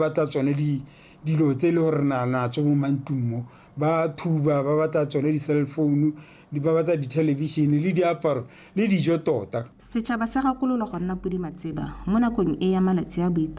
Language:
Tswana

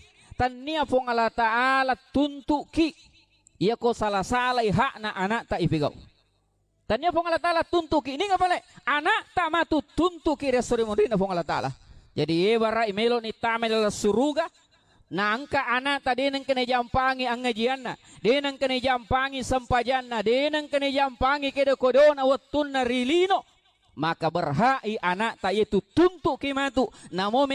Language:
Buginese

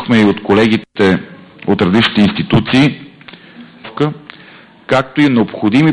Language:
Bulgarian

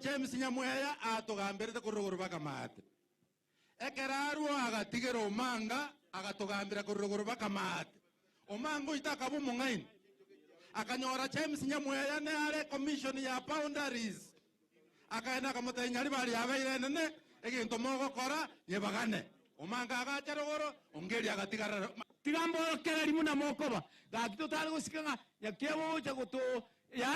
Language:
Gusii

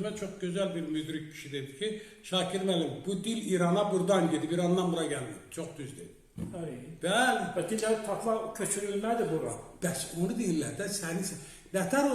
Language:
Azerbaijani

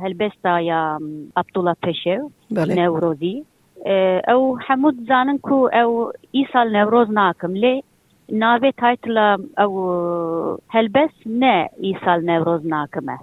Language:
Kurdish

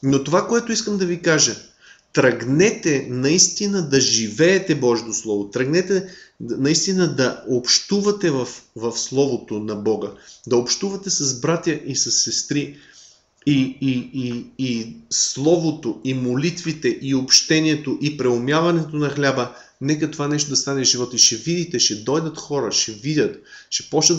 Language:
Bulgarian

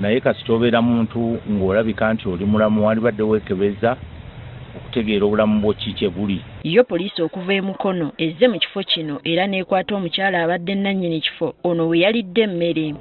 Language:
Ganda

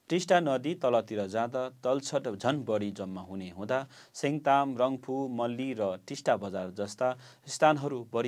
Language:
Nepali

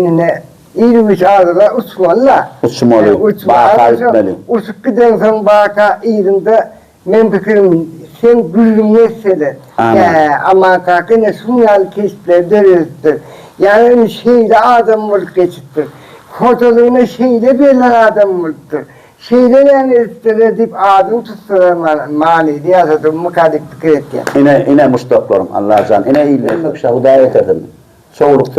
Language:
Turkmen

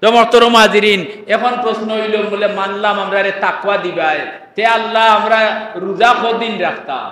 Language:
Sylheti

